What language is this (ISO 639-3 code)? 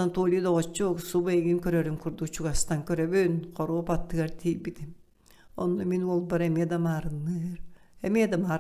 sah